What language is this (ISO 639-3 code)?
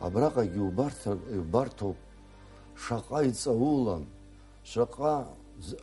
abk